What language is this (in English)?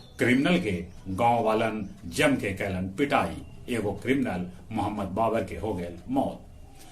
Magahi